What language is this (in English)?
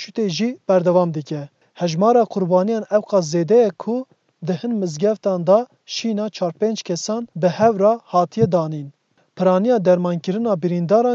Kurdish